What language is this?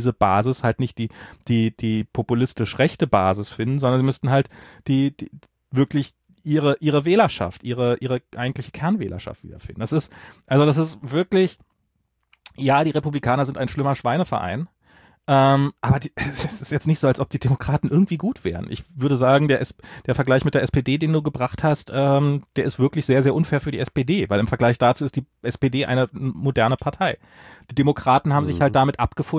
German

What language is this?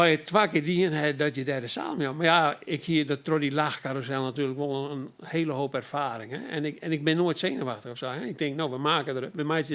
Western Frisian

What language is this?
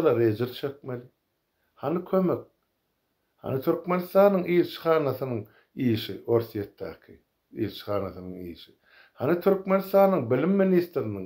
Turkmen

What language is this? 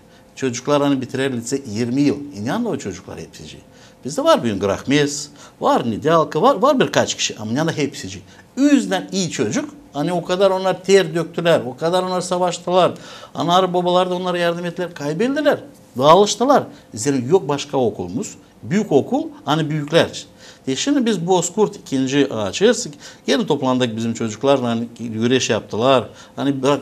Gagauz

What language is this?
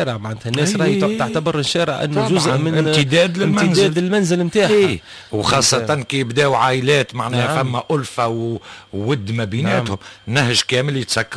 Tunisian Arabic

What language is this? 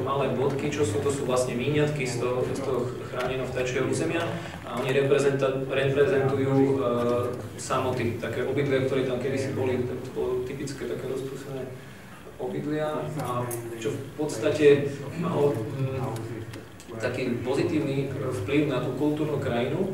Slovak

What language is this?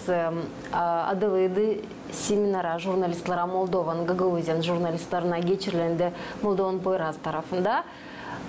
Gagauz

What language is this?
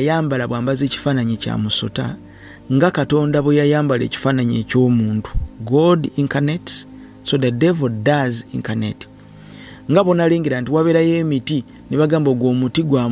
Ganda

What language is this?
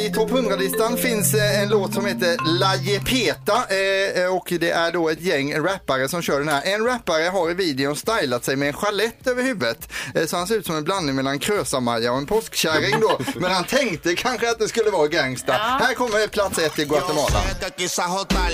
Swedish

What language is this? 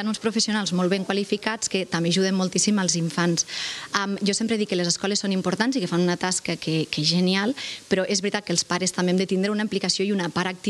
Catalan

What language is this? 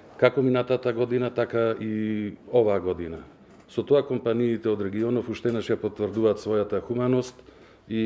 Macedonian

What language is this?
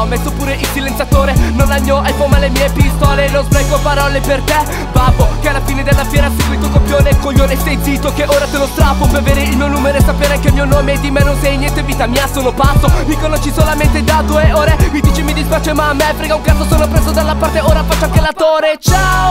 Italian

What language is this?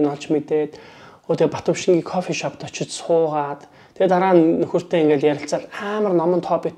Mongolian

